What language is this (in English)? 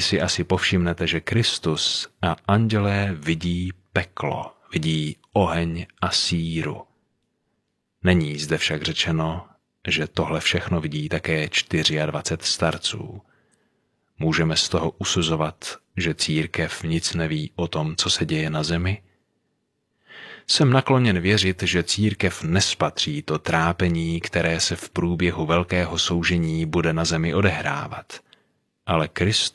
Czech